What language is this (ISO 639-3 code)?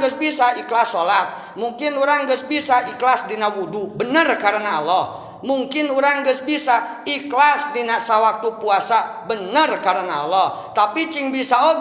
sun